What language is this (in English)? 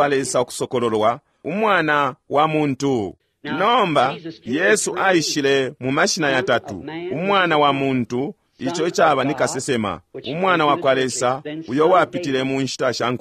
Bemba